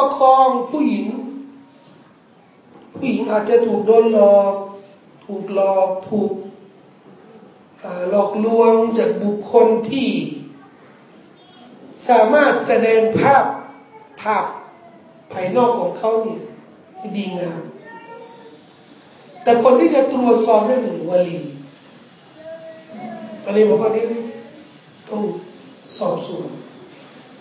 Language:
Thai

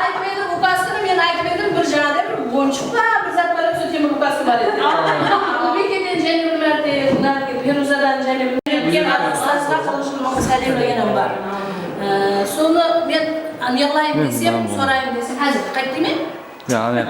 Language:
Kara-Kalpak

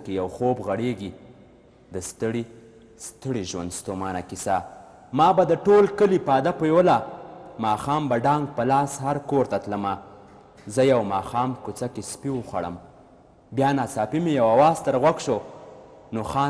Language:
Pashto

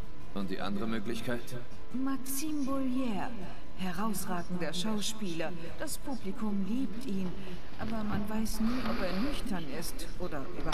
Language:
German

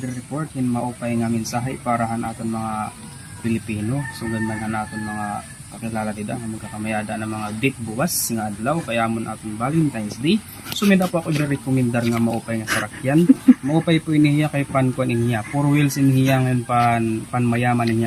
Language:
Waray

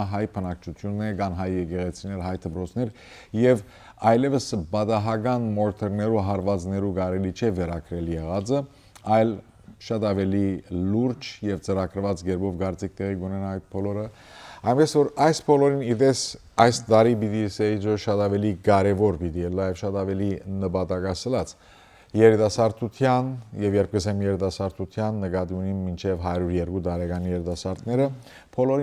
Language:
Western Armenian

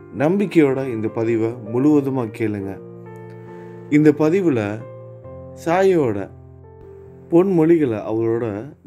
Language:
Tamil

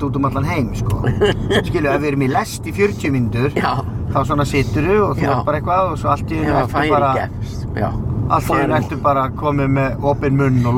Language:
Icelandic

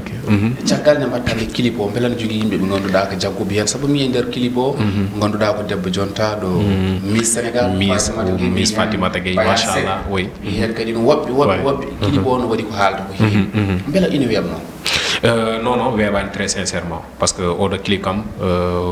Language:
Fula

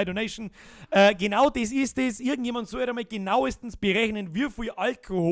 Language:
Bavarian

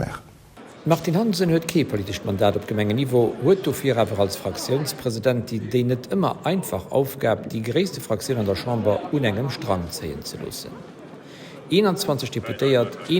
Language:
Luxembourgish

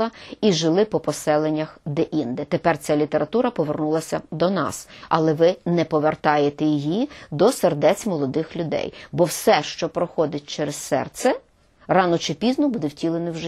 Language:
Ukrainian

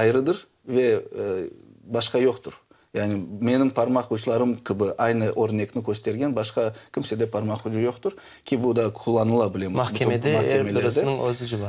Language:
Crimean Tatar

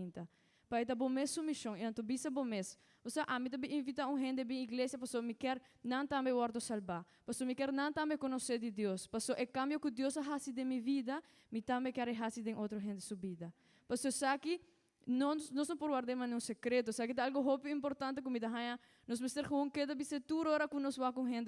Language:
Papiamento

